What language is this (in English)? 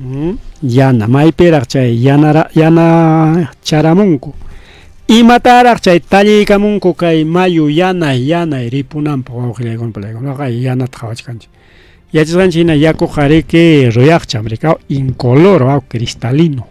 Ayacucho Quechua